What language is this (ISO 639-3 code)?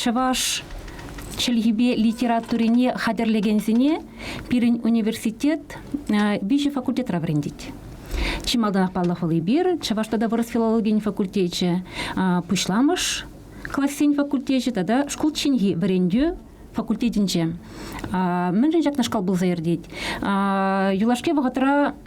chv